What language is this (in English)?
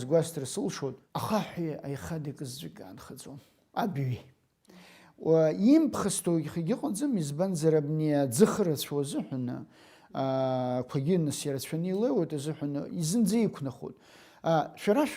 Abkhazian